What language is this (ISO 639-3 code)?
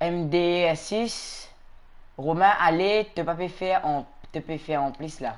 mfe